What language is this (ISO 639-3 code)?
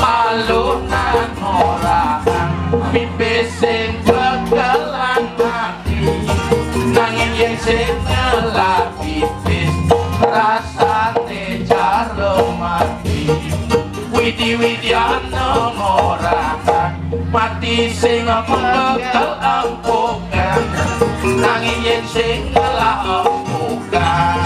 ban